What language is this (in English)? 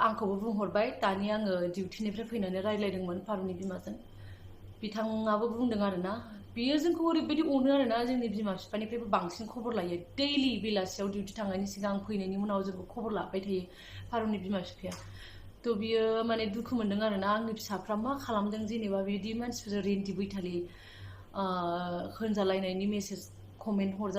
Bodo